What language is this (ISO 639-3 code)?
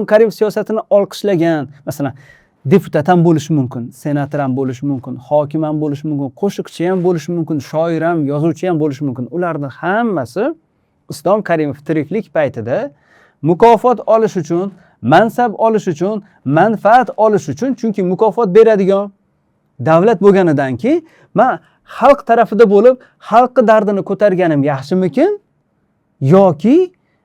uzb